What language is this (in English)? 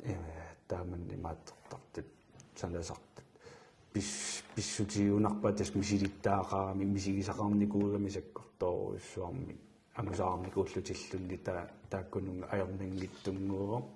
Kalaallisut